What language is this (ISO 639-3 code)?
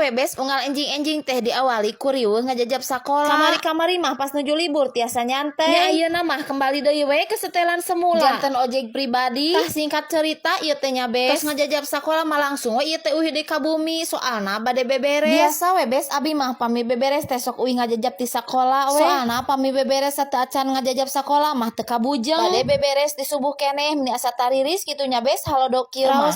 sun